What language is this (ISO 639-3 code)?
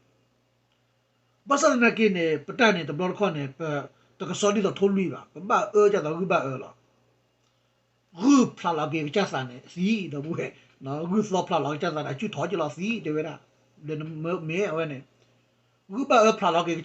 ksw